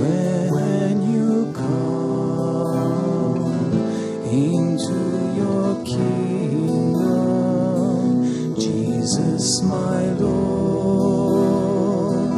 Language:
English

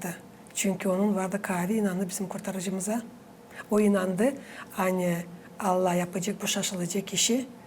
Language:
Gagauz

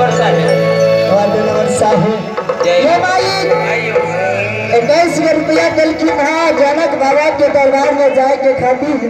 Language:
Maithili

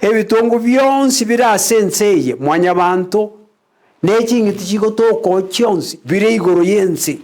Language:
Gusii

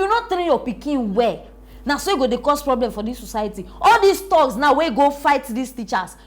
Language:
Nigerian Pidgin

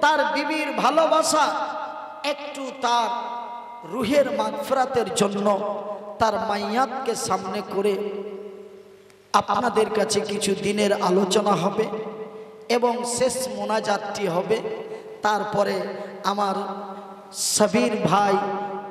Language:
Bangla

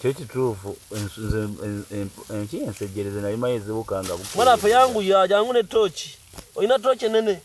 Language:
Ganda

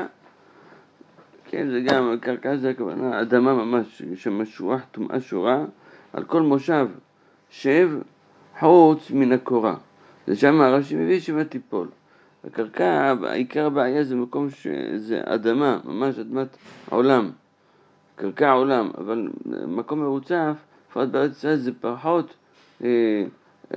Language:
Hebrew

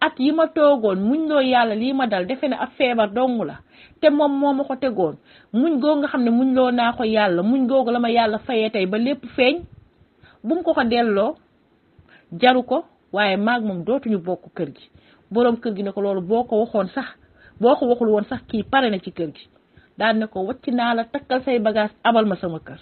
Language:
Wolof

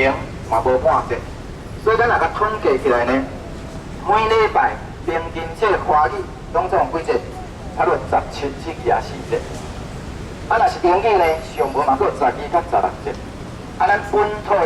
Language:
Min Nan Chinese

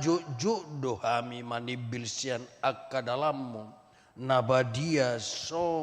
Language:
Batak Toba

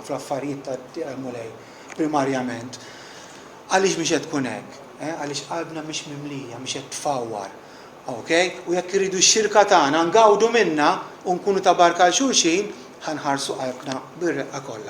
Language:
Maltese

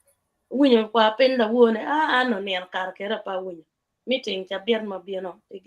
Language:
Acoli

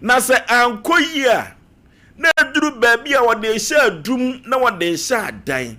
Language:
Akan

